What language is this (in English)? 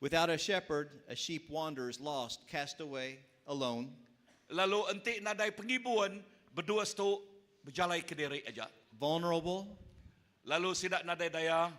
Iban